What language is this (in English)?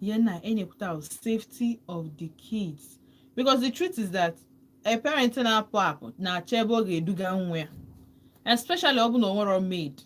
Igbo